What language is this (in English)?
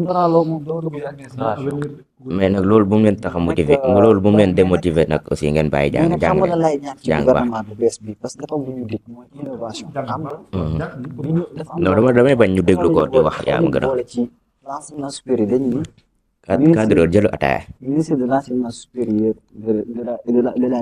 Wolof